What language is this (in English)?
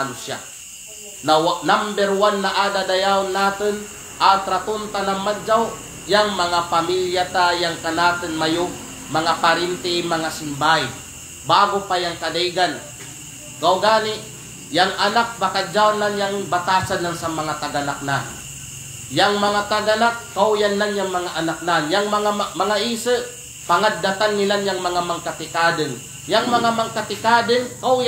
Kalagan